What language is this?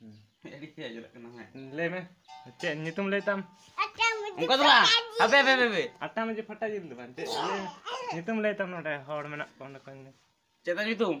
Santali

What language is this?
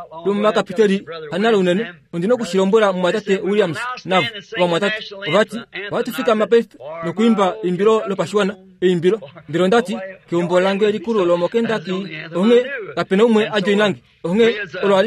Kuanyama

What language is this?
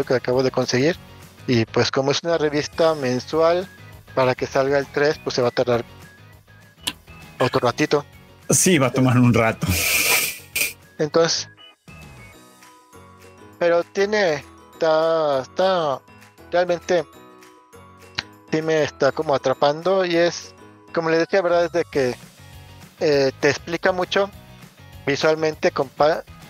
Spanish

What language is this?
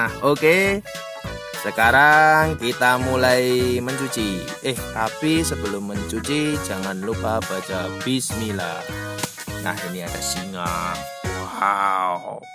Indonesian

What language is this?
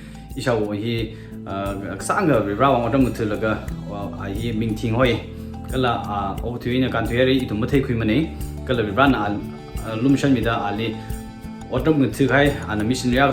Tangkhul Naga (India)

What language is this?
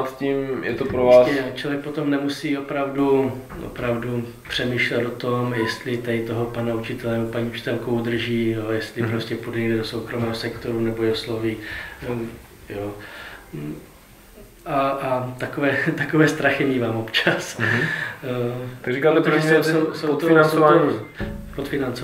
Czech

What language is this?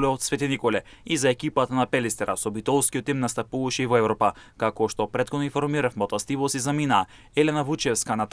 Macedonian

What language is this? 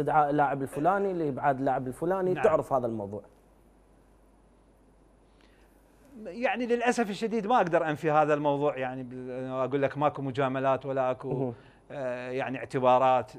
Mesopotamian Arabic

